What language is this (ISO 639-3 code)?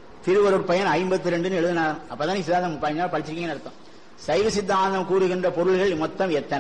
tam